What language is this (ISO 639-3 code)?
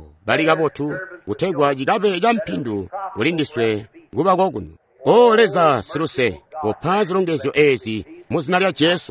toi